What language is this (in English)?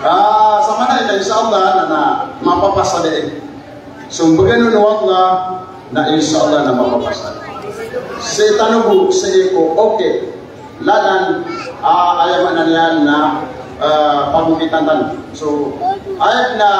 Maranao